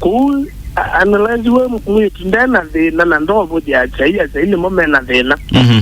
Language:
Kamba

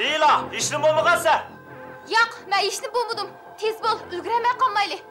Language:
Uyghur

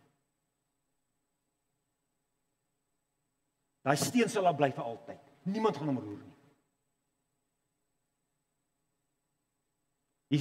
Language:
Afrikaans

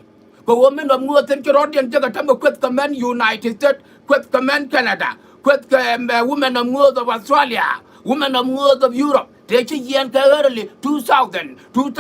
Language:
Nuer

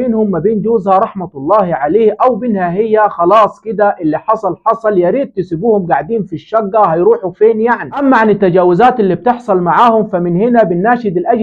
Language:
Egyptian Arabic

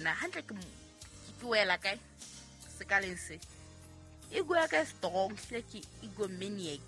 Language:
Southern Sotho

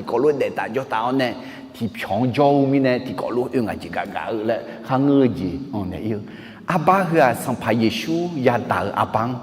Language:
Akha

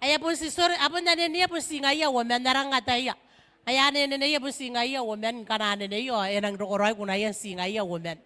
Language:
Gilbertese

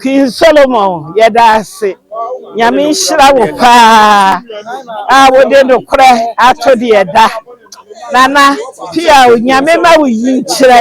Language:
Akan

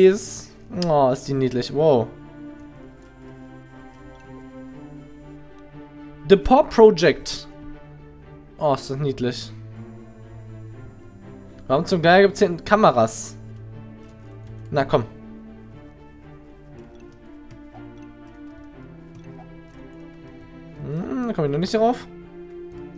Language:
German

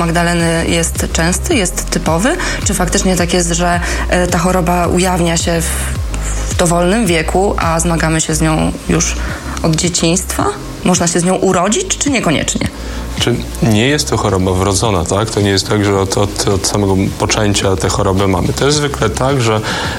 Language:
Polish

